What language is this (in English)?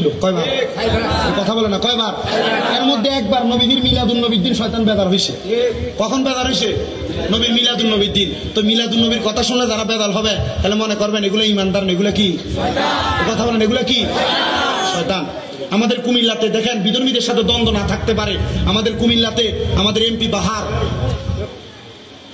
Bangla